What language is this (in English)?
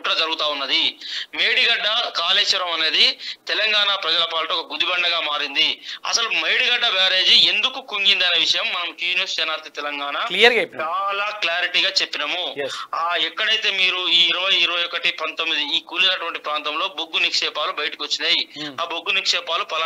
Telugu